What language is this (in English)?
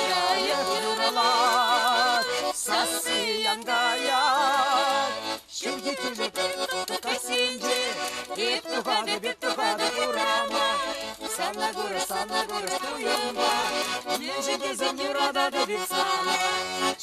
Chuvash